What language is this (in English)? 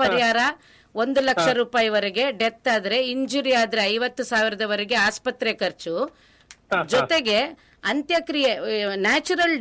Kannada